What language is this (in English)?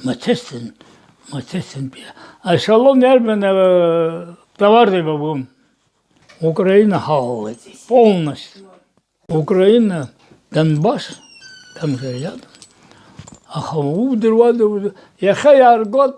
Abkhazian